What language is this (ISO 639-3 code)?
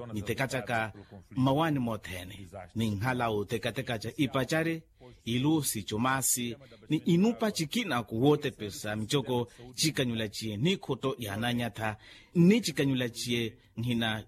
vmw